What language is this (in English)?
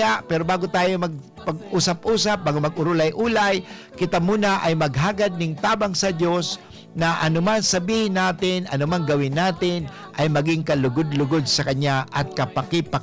Bikol